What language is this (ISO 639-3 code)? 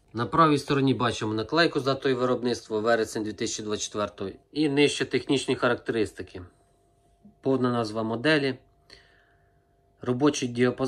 ukr